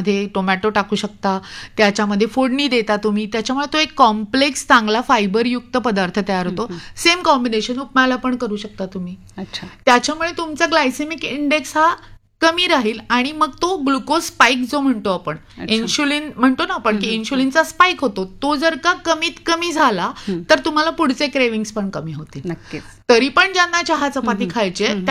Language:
Marathi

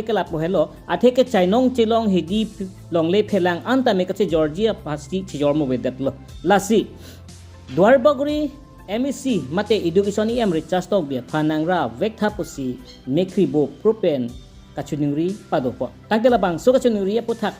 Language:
Karbi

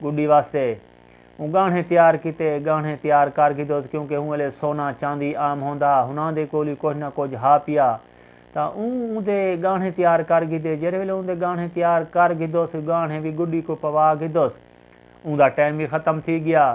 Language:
Saraiki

